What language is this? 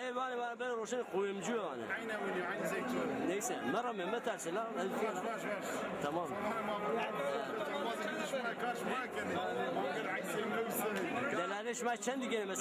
Zaza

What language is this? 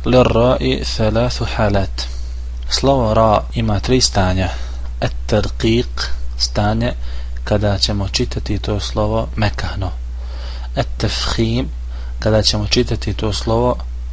Bosnian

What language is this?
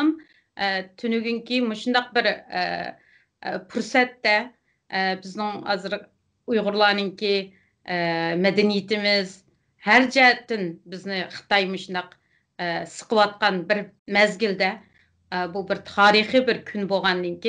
Uyghur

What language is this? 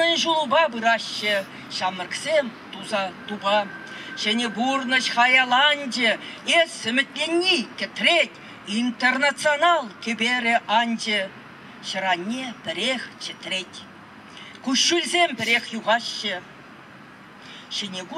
Chuvash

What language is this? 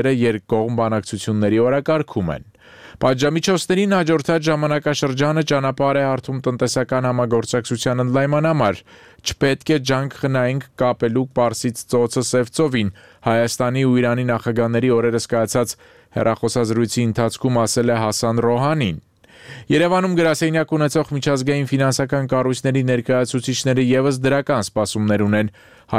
Armenian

